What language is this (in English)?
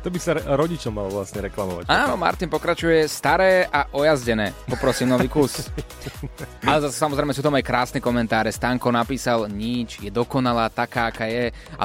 Slovak